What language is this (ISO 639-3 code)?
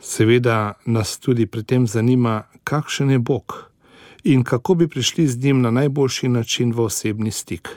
slv